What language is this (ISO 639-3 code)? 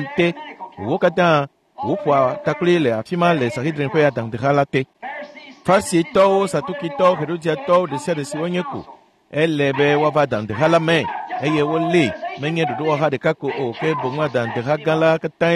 ewe